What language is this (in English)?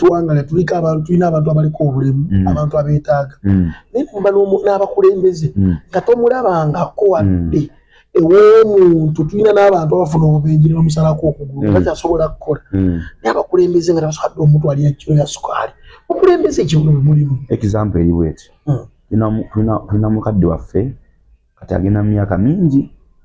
Ganda